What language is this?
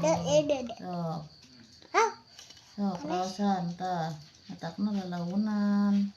Sundanese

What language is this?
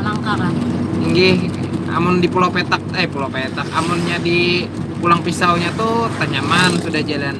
Banjar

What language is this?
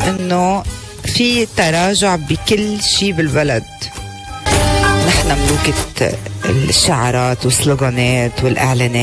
North Levantine Arabic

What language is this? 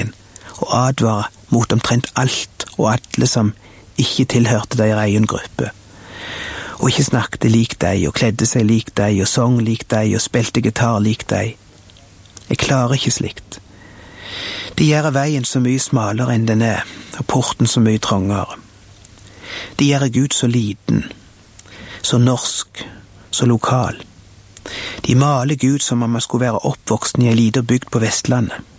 Norwegian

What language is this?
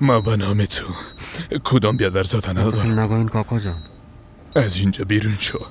Persian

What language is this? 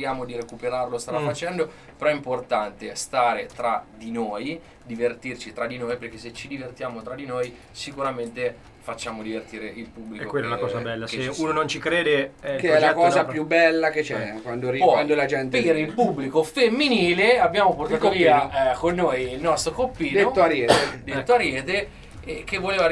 Italian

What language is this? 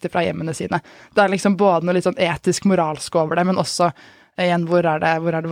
Norwegian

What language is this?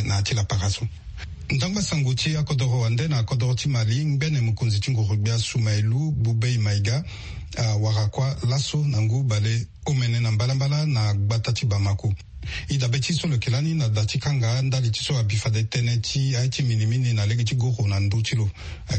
Sango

